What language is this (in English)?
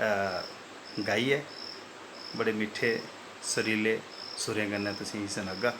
Dogri